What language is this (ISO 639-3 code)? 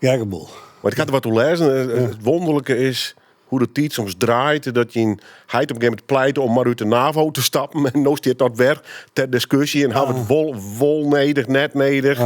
fry